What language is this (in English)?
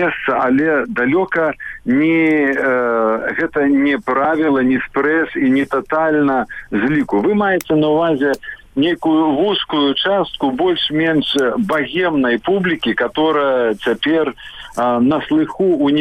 Belarusian